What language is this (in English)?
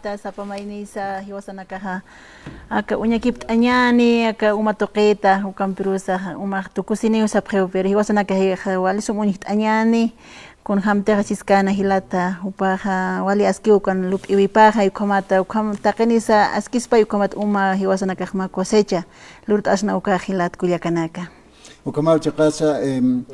Aymara